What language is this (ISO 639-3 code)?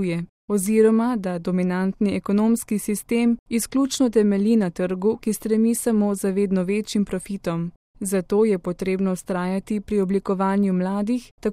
slv